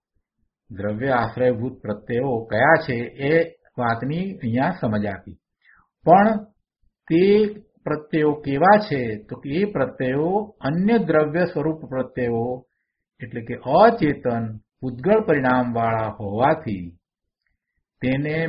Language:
Gujarati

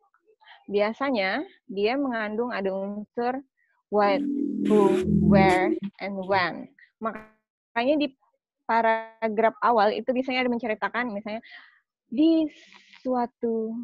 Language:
Indonesian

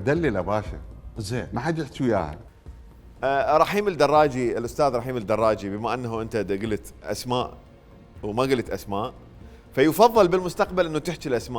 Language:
Mesopotamian Arabic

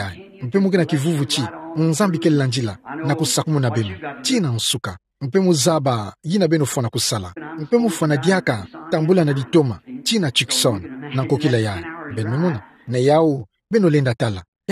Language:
Kituba (Democratic Republic of Congo)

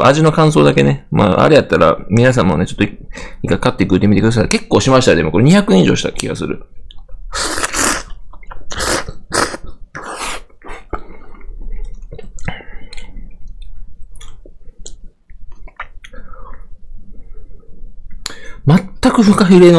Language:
Japanese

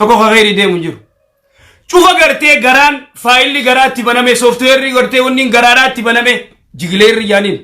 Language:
Oromo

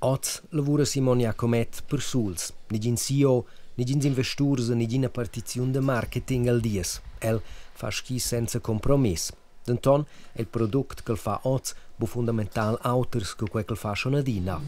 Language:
Romansh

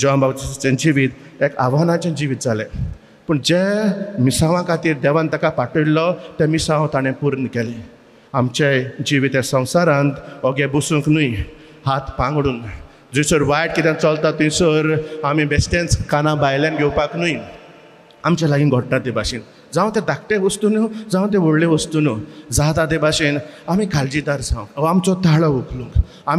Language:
Konkani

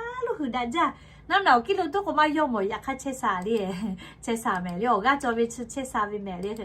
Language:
Lahu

